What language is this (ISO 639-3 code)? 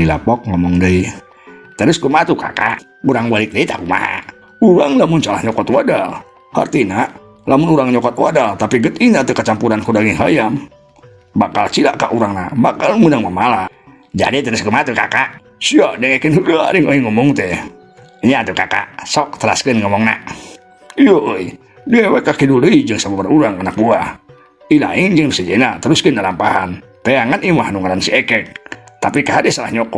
sun